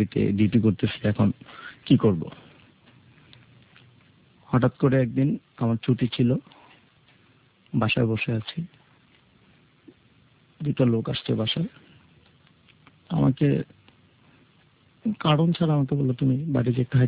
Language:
Bangla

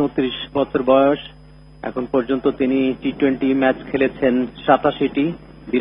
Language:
Bangla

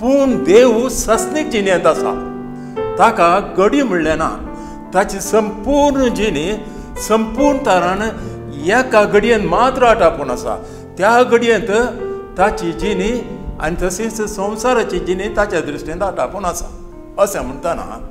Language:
Konkani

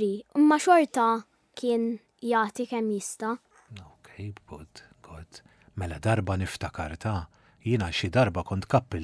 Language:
Maltese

